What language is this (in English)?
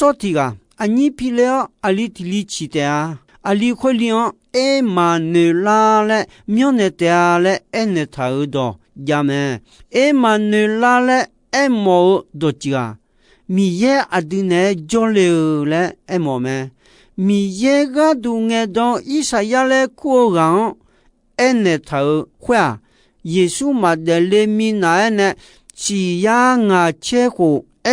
Akha